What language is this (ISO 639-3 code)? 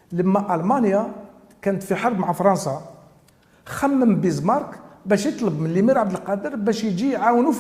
arq